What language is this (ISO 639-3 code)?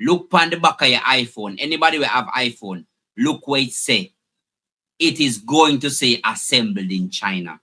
jam